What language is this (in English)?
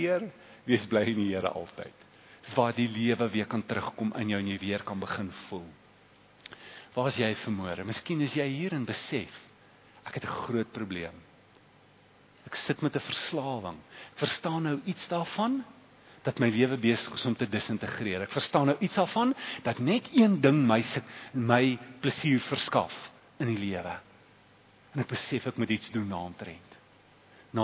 Afrikaans